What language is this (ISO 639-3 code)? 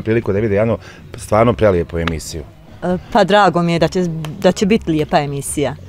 bos